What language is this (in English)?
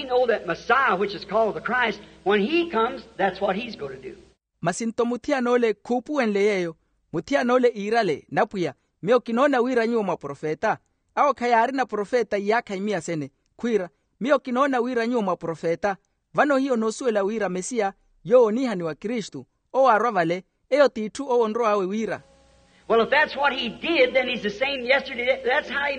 Makhuwa